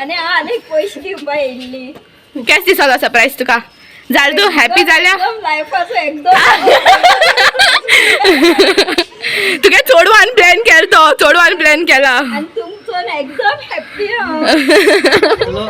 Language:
Konkani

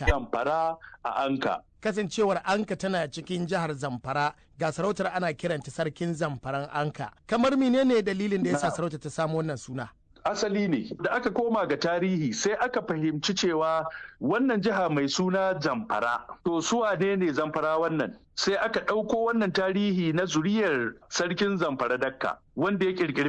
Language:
Hausa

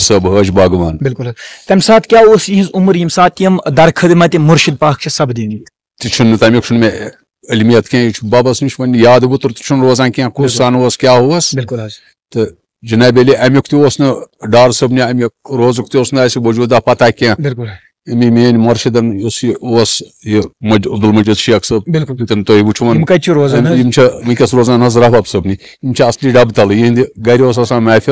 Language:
Kashmiri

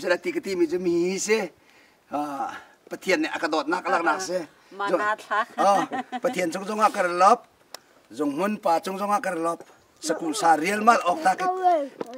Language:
Hakha Chin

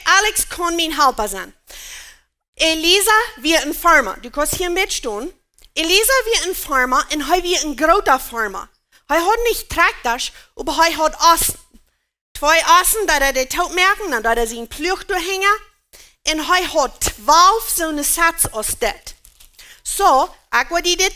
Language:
Plautdietsch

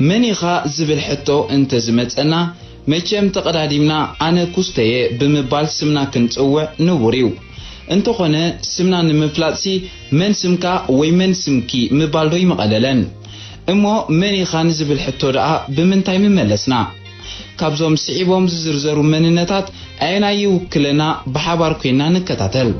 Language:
Tigrinya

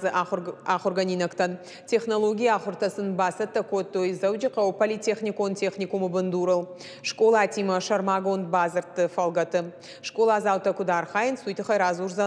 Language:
Ossetic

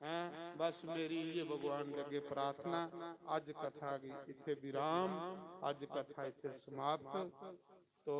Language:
Dogri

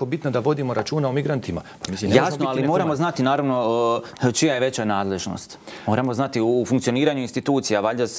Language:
Croatian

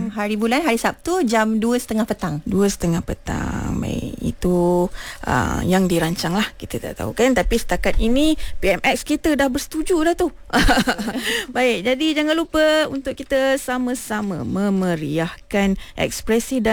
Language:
Malay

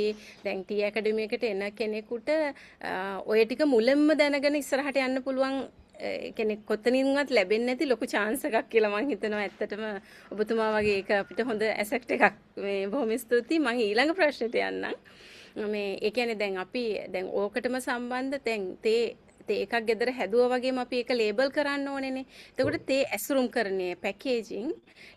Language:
Sinhala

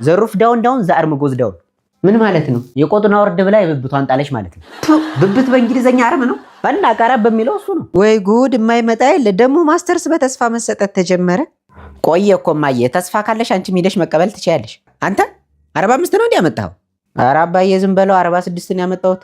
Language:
Amharic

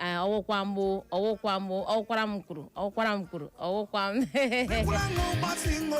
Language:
Igbo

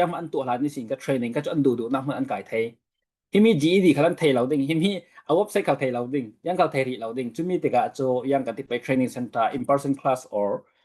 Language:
Falam Chin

